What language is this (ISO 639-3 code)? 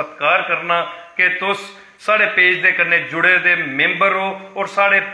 doi